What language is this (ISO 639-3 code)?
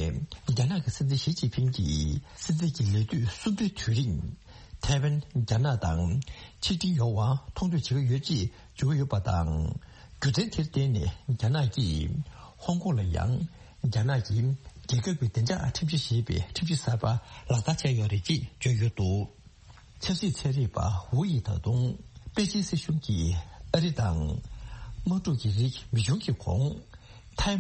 bod